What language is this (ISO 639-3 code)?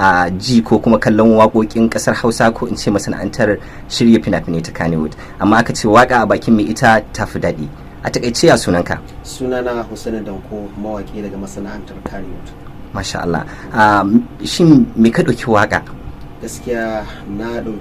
hau